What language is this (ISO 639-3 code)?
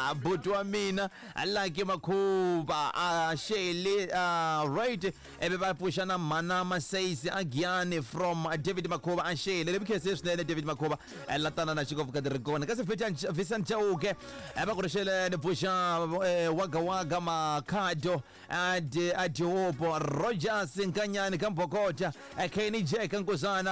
tso